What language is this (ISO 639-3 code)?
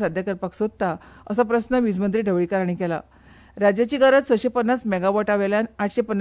kok